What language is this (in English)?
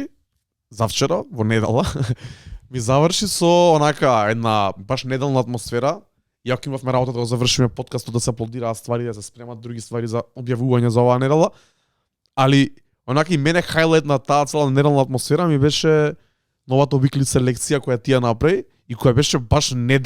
Macedonian